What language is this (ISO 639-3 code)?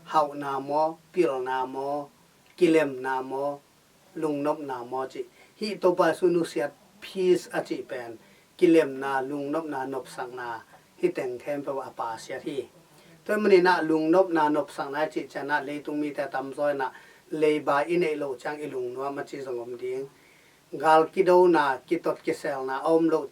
ctd